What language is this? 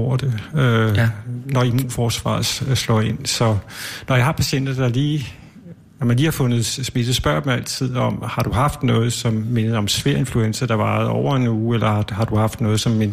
Danish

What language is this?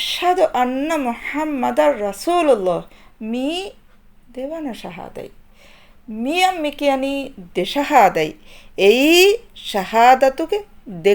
Divehi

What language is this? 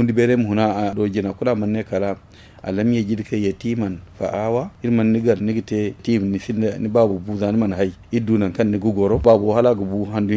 Zarma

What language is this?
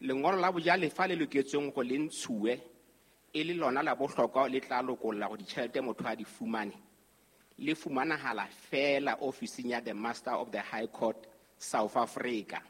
Southern Sotho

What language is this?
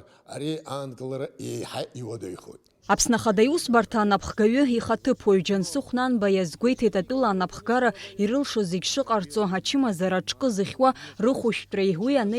Abkhazian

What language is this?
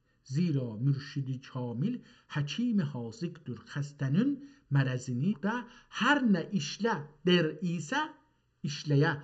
South Azerbaijani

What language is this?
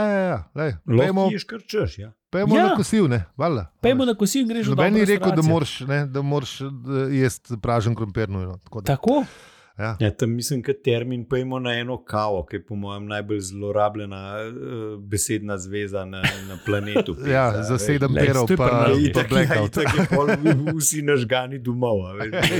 Slovenian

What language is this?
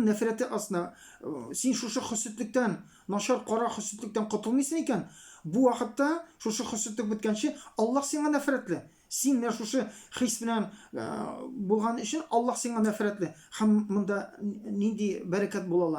Tatar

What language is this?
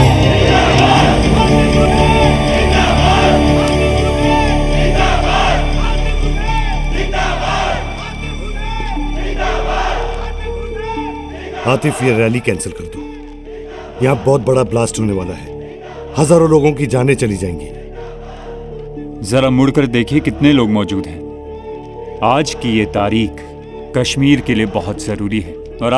Hindi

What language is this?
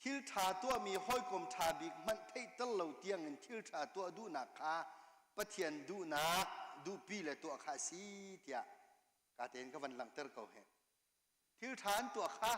Hakha Chin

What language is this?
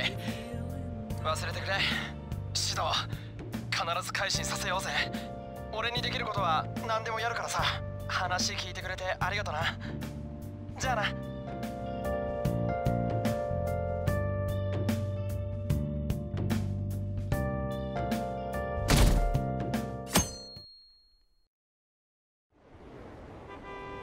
Japanese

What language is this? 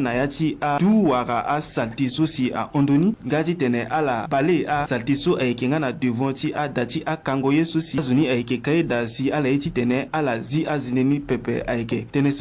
Sango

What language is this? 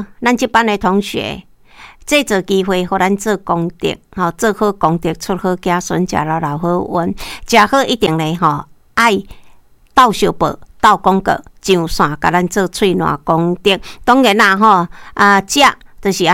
Min Nan Chinese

